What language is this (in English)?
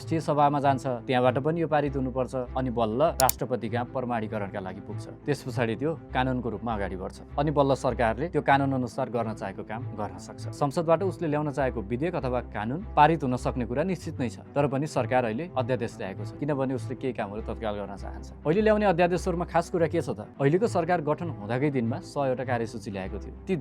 Nepali